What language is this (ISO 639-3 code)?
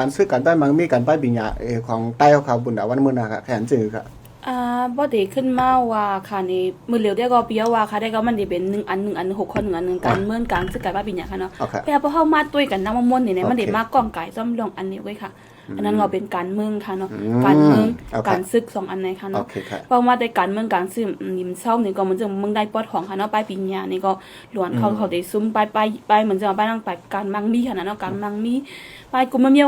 shn